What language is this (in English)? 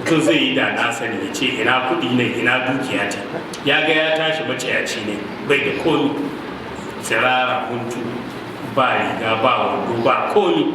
Hausa